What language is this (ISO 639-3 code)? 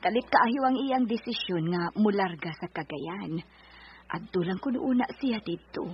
ceb